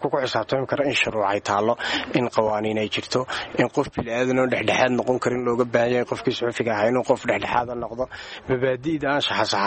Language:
Somali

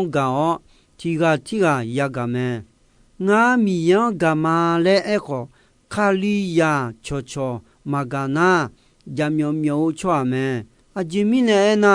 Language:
Akha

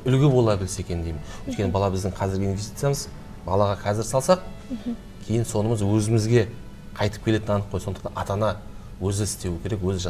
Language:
Kazakh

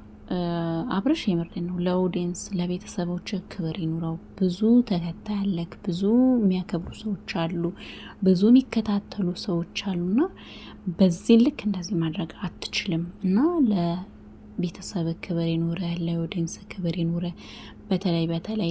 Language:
Amharic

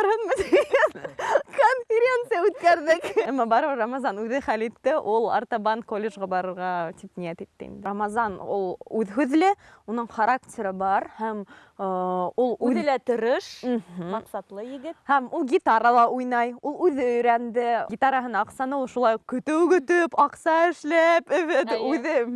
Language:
Bashkir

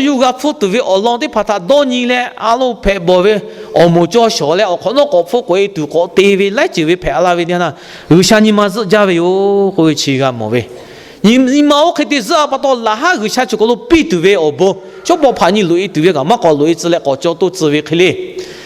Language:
Lahu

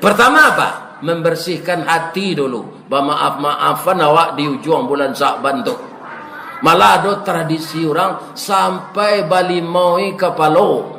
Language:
Minangkabau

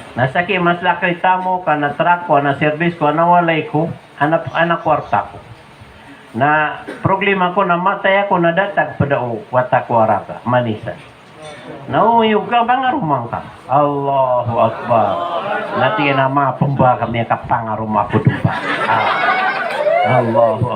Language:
Maranao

